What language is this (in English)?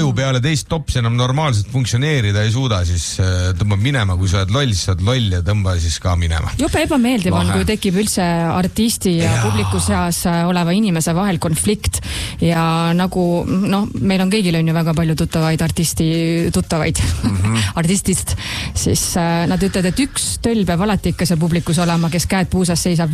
Estonian